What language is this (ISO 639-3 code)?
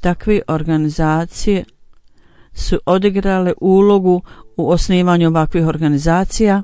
bos